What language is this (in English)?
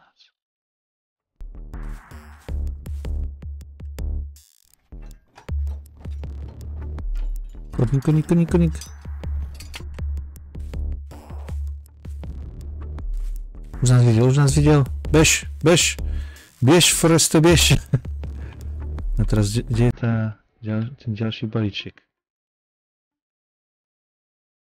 Slovak